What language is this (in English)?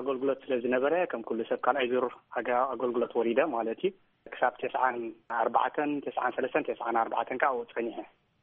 Tigrinya